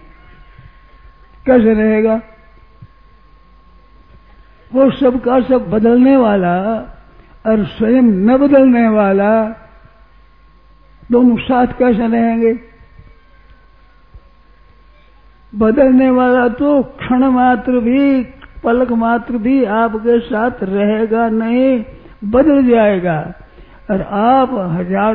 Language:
Hindi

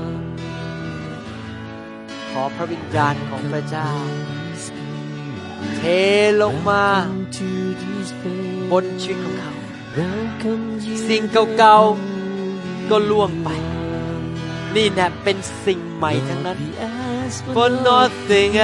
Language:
Thai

